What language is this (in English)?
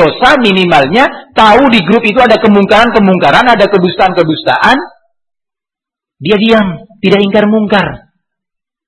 Indonesian